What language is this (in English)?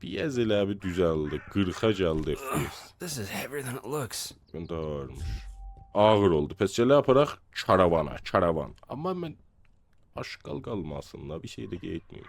South Azerbaijani